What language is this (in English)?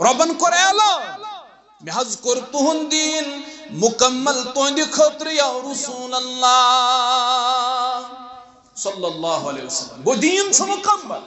Kashmiri